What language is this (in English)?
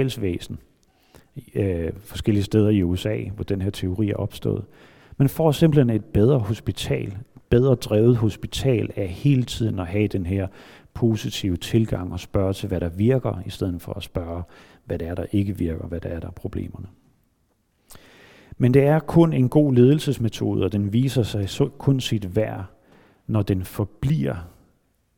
Danish